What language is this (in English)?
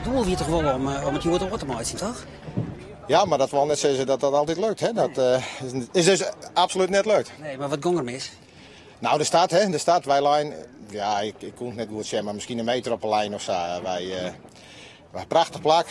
Western Frisian